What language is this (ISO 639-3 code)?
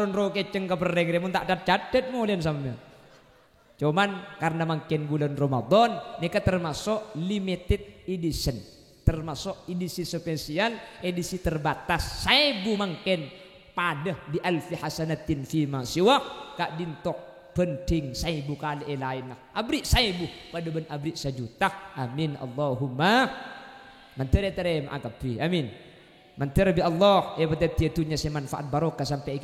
mad